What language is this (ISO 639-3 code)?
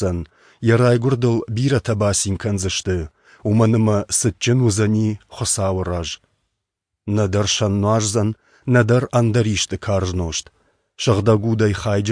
oss